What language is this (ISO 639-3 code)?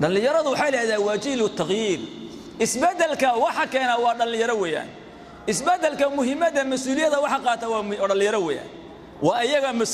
som